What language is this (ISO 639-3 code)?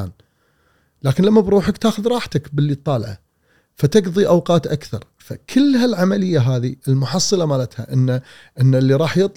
afb